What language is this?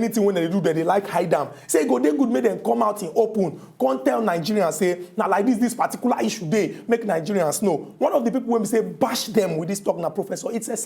Nigerian Pidgin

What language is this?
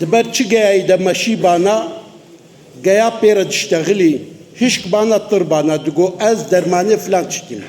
Kurdish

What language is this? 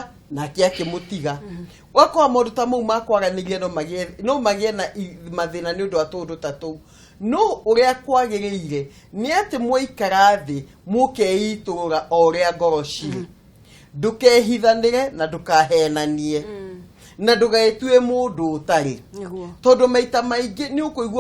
Kikuyu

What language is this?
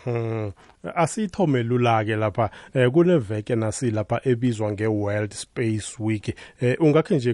South Ndebele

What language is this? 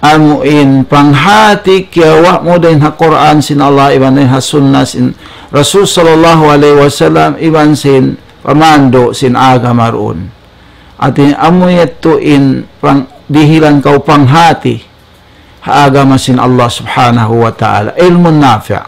Tausug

